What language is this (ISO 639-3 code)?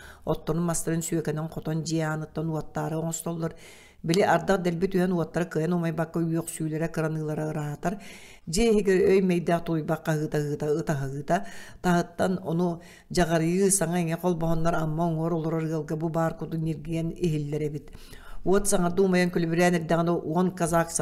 sah